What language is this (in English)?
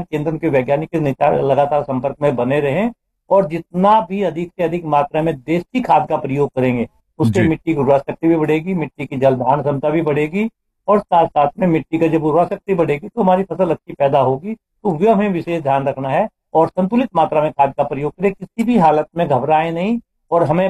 Hindi